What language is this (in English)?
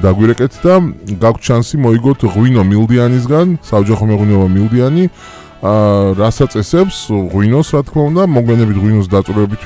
Georgian